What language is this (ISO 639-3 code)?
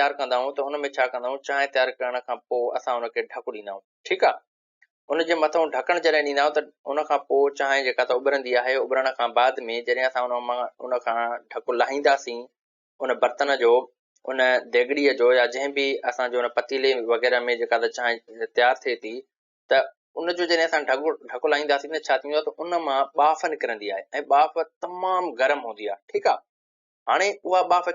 snd